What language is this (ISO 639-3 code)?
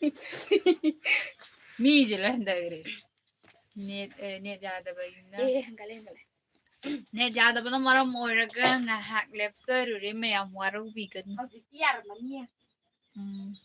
mni